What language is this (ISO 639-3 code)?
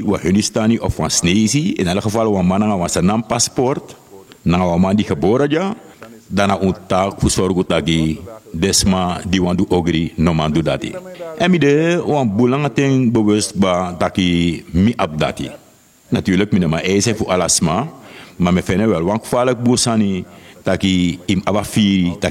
srn